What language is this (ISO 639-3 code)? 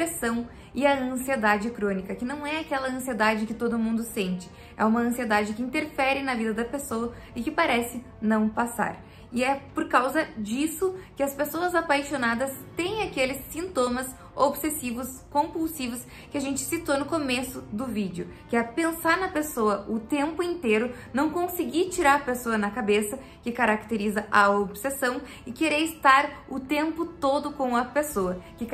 por